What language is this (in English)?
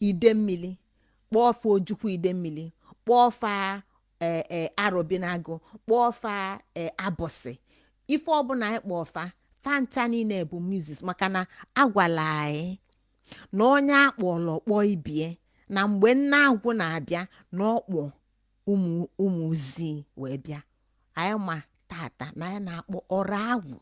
Igbo